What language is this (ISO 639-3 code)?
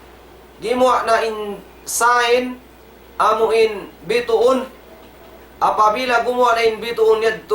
tsg